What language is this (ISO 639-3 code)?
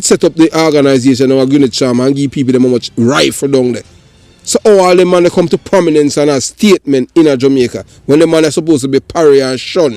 jam